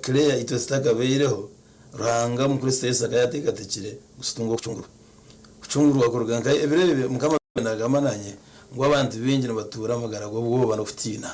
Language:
Nyankole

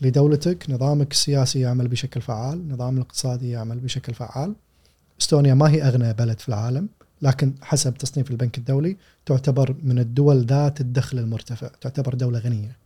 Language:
Gulf Arabic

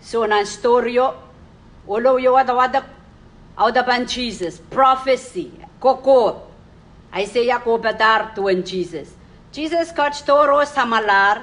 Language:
Pohnpeian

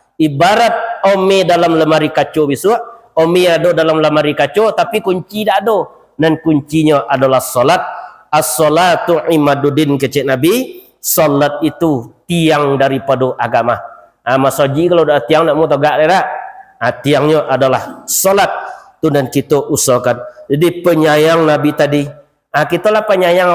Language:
Minangkabau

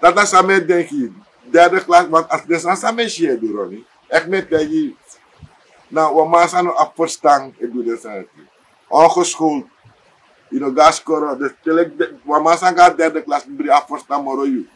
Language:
Sranan Tongo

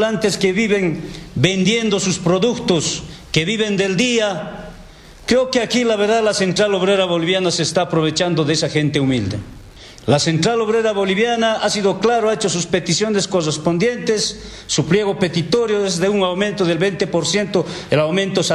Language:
Spanish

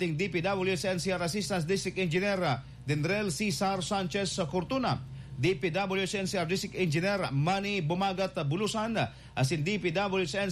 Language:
Bikol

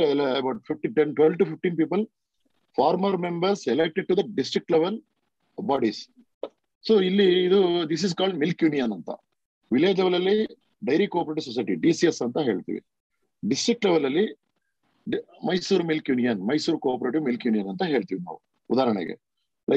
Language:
Kannada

